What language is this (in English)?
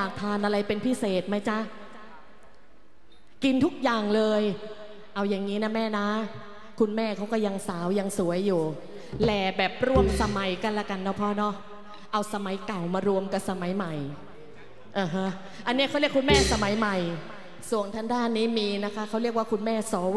Thai